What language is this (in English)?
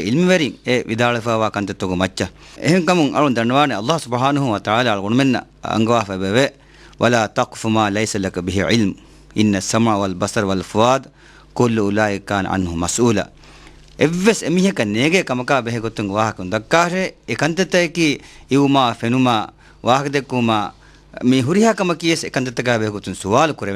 Divehi